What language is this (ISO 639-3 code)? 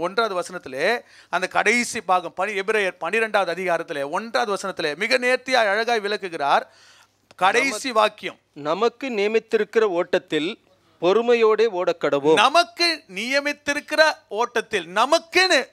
tam